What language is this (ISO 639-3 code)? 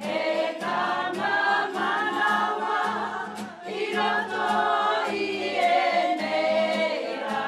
mri